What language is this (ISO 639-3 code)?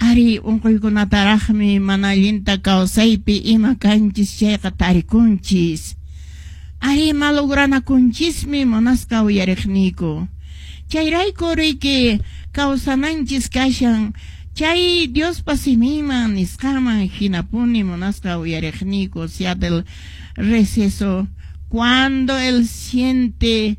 que